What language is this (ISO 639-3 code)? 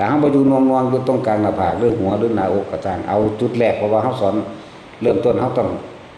tts